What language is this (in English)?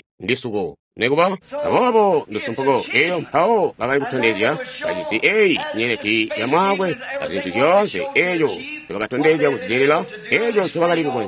Tonga (Zambia)